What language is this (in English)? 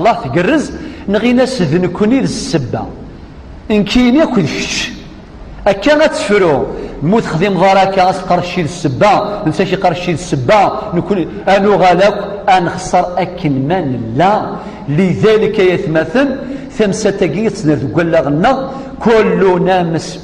Kabyle